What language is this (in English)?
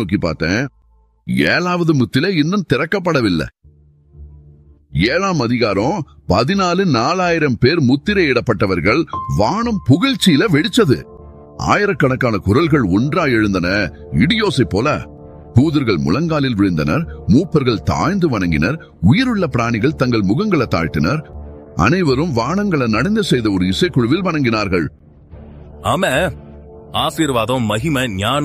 Tamil